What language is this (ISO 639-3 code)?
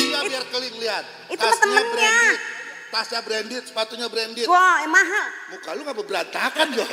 bew